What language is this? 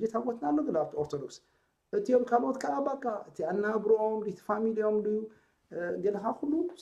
Tigrinya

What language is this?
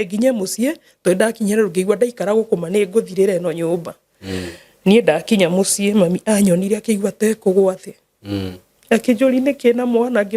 Kikuyu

